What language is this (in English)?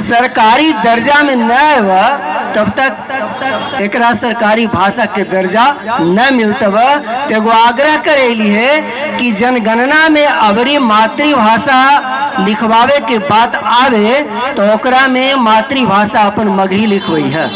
Magahi